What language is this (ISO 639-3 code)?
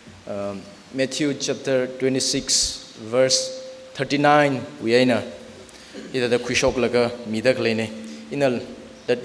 nmf